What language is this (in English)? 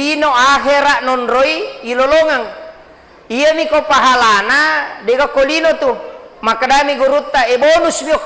Buginese